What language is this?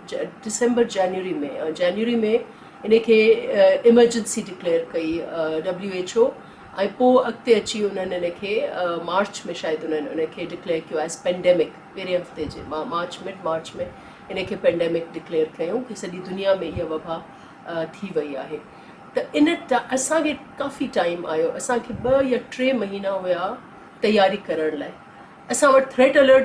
Sindhi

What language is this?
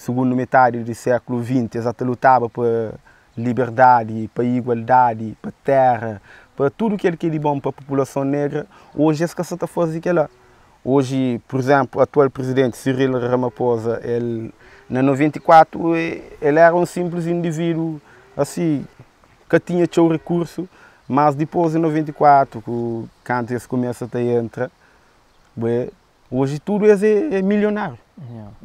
Kabuverdianu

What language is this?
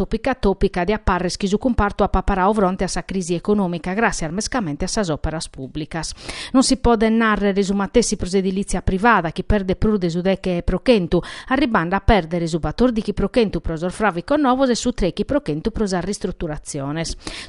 Sardinian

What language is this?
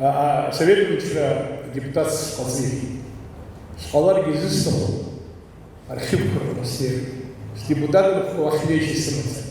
Abkhazian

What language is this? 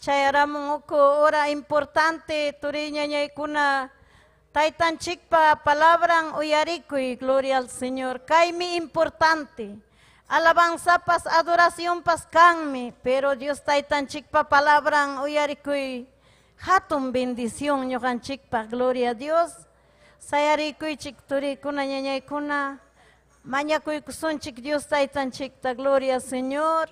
Ayacucho Quechua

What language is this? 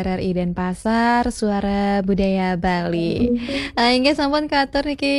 Balinese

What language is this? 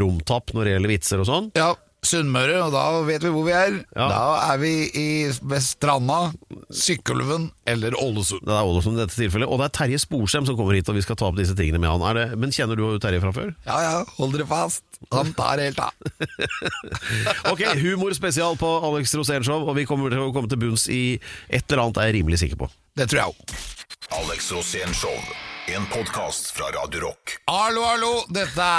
Norwegian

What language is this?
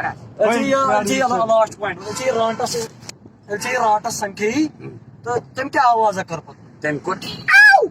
Kashmiri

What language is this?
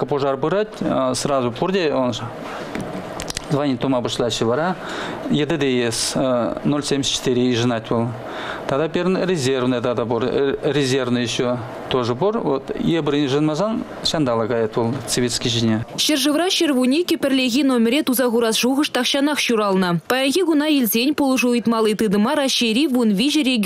Chuvash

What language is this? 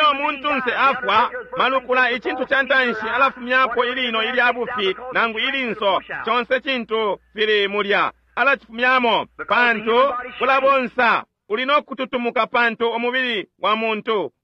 Bemba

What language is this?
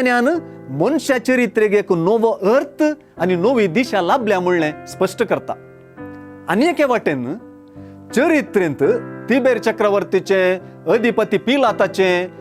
Konkani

